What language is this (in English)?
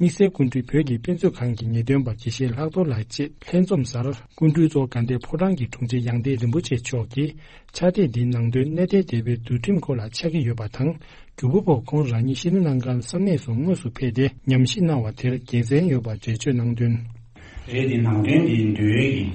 Tibetan